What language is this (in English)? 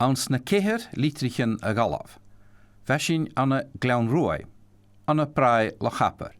Scottish Gaelic